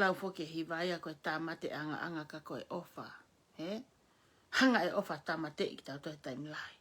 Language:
Tongan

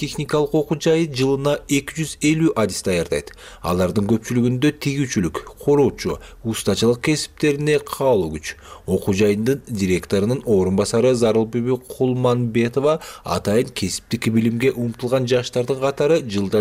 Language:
Kyrgyz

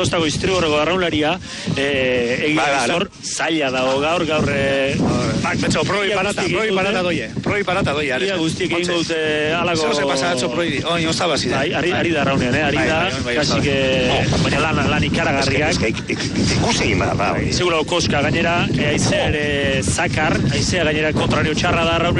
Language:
Basque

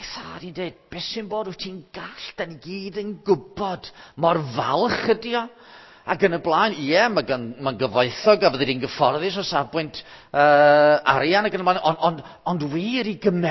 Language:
Welsh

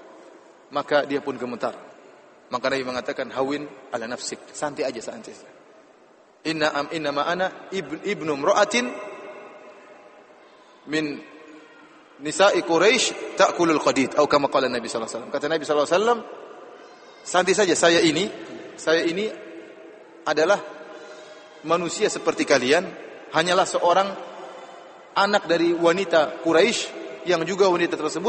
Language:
Indonesian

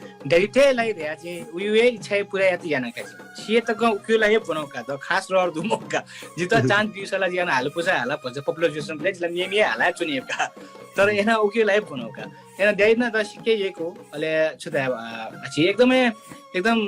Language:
Newari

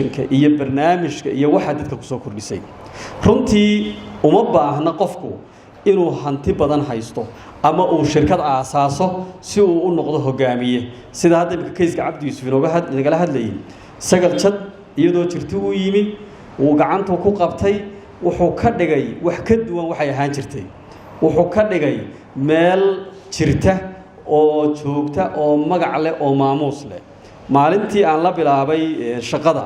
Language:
Somali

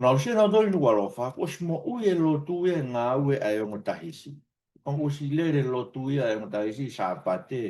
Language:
Tongan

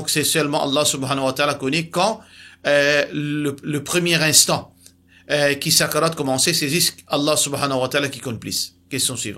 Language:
Morisyen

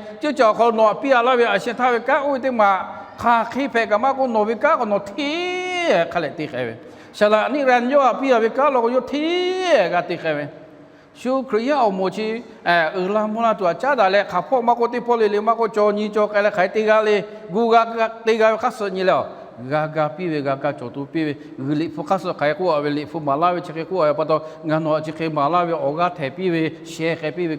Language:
Lahu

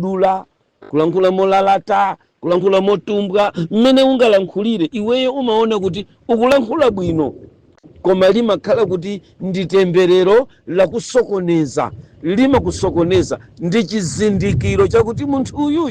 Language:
Nyanja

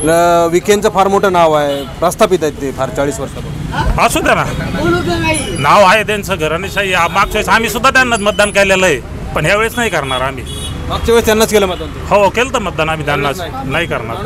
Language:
Marathi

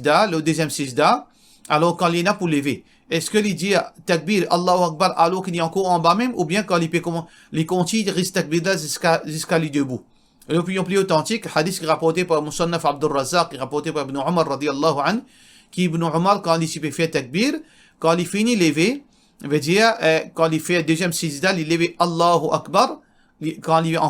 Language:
Morisyen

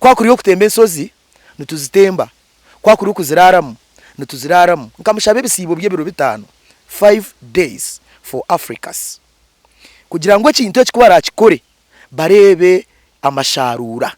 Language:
Nyankole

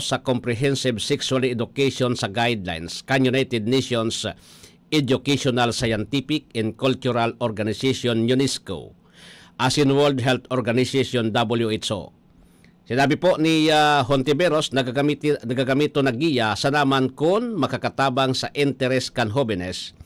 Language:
Bikol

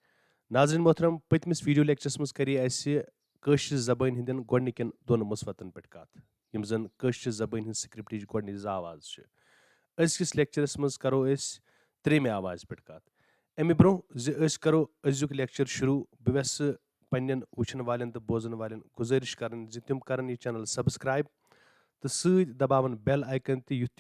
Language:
Kashmiri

